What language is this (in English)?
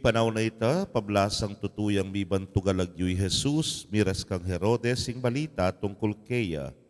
Pampanga